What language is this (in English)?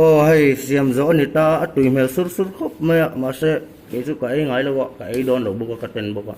Mizo